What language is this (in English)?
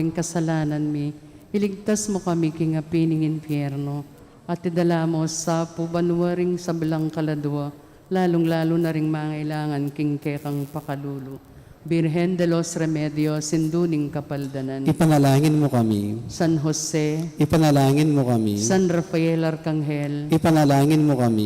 Pampanga